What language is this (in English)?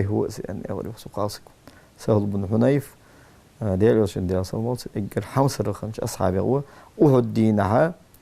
Ingush